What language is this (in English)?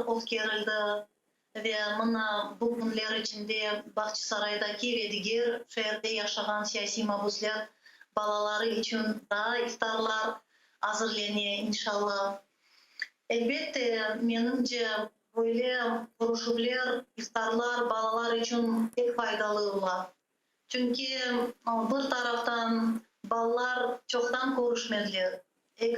Crimean Tatar